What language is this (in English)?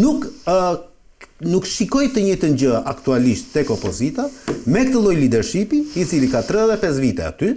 Albanian